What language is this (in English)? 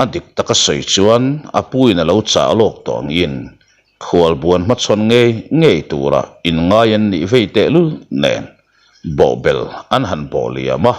Mizo